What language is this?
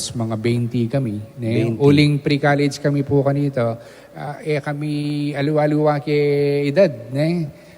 Pampanga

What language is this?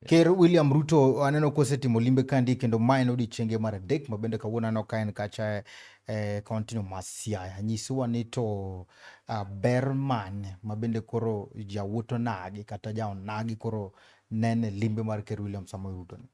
Luo (Kenya and Tanzania)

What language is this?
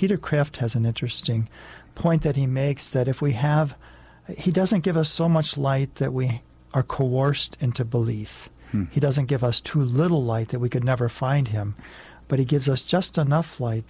English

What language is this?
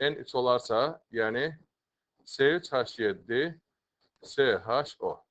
Azerbaijani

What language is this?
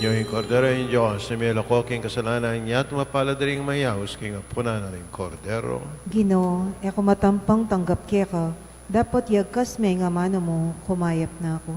Pampanga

